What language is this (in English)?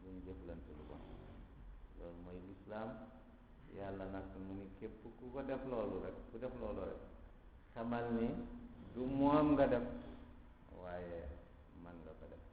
Wolof